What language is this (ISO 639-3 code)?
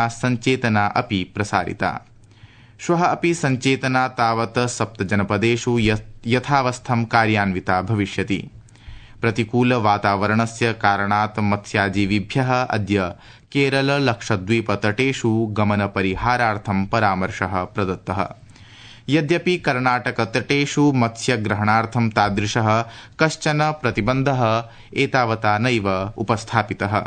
san